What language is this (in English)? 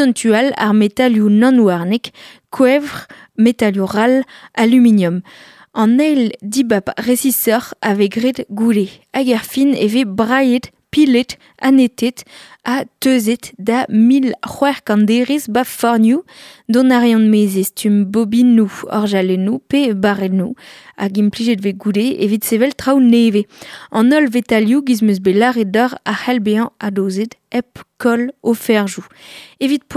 Breton